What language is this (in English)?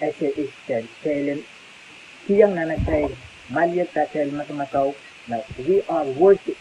Pohnpeian